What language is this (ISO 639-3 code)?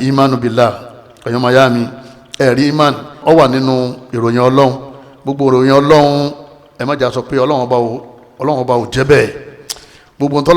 yor